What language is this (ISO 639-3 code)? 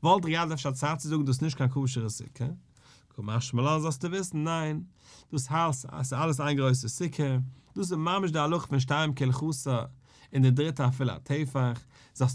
yid